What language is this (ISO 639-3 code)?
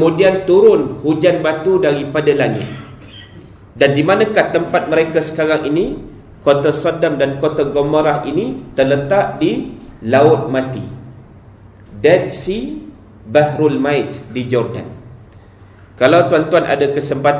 msa